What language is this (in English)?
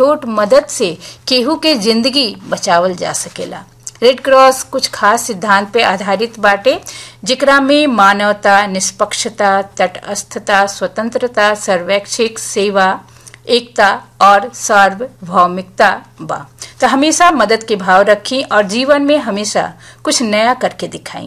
Bhojpuri